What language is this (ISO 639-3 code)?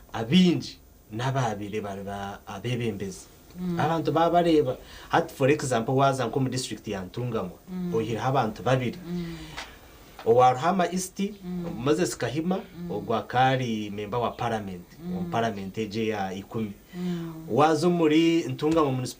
nyn